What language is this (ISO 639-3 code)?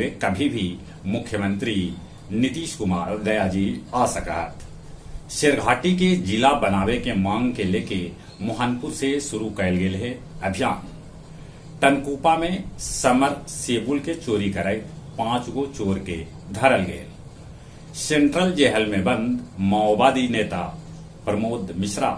mag